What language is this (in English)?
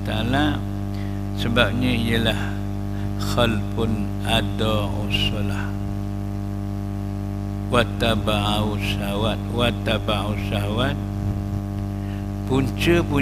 Malay